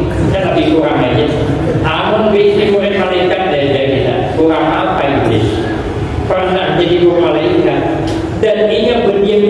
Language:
Banjar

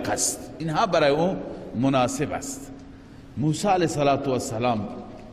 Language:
Persian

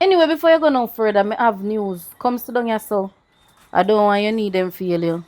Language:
Jamaican Creole English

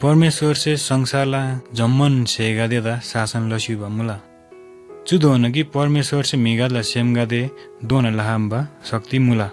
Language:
Eastern Tamang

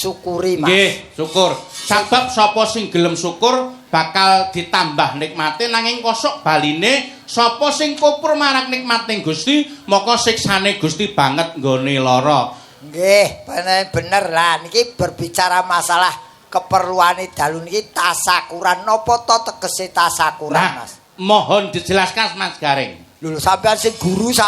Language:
Javanese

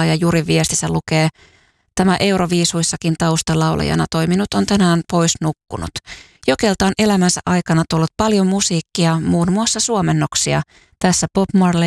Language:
Finnish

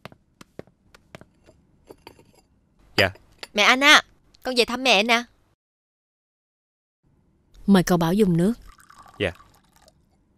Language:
Vietnamese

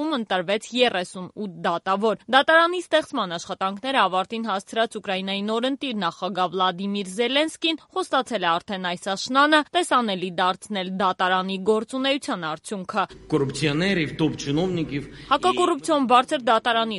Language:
Armenian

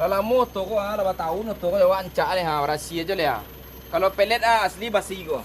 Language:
Minangkabau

